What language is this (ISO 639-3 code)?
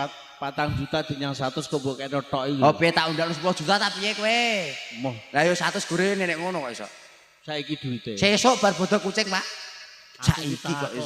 jav